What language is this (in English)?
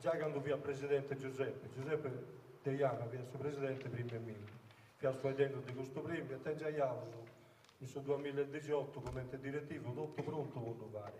Sardinian